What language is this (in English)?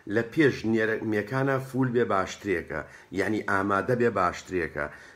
Central Kurdish